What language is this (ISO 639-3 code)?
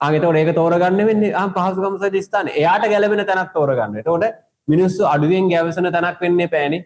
sin